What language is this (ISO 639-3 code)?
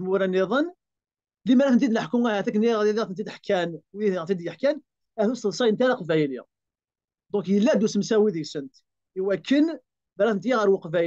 kab